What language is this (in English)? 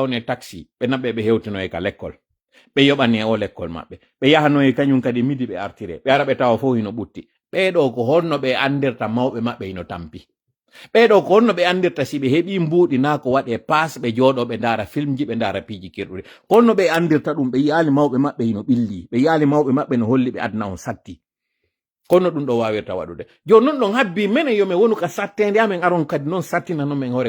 Fula